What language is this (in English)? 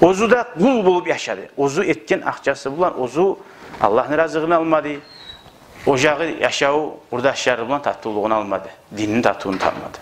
Kumyk